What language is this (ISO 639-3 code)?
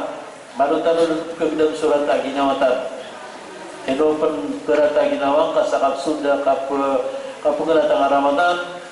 mrw